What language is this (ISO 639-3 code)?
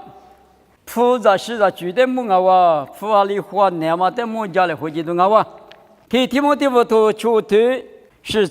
lis